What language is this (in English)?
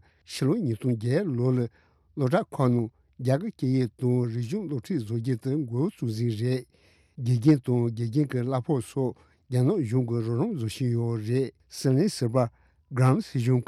Tibetan